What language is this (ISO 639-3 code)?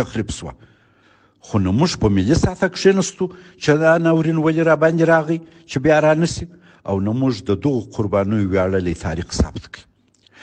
pus